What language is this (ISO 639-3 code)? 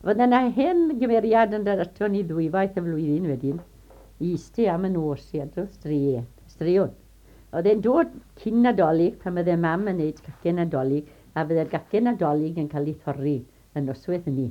cym